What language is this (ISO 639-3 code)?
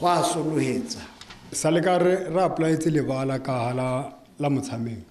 tsn